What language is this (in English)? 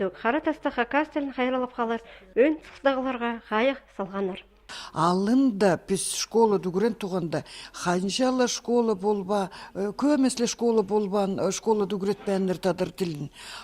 Khakas